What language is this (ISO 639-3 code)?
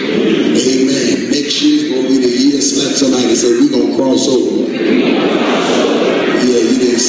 eng